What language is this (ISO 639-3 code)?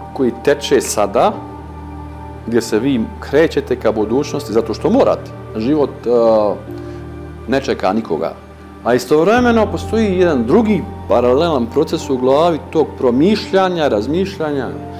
bos